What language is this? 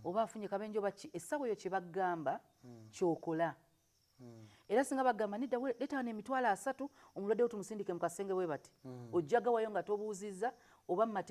Ganda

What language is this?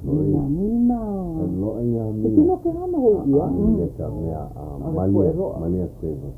Hawaiian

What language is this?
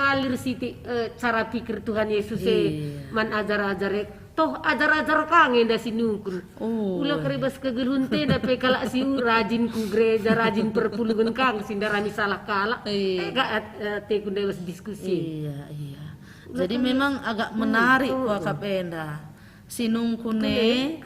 Batak Karo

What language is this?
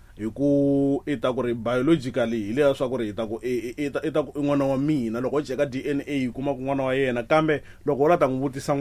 Tsonga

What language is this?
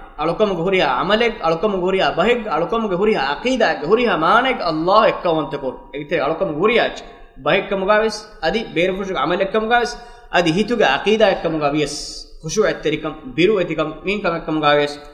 Divehi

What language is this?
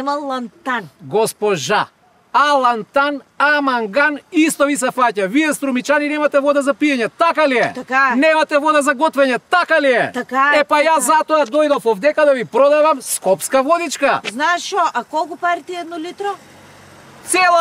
Macedonian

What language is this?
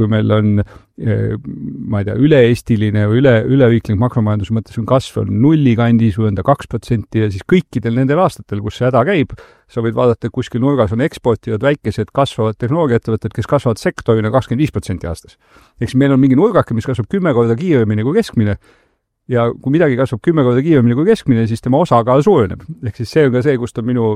Estonian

